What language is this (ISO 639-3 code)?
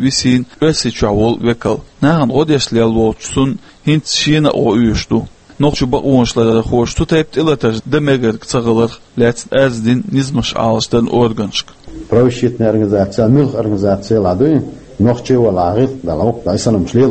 che